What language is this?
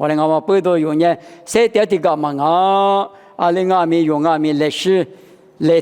Lisu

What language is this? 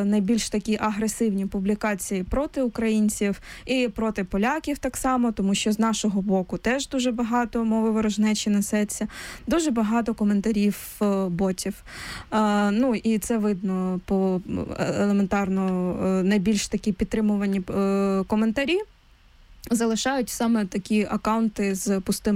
Ukrainian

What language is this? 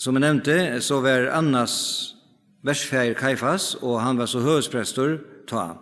Faroese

